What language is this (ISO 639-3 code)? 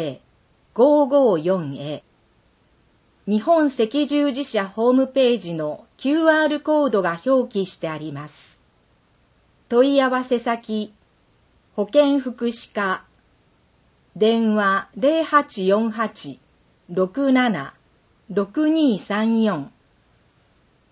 jpn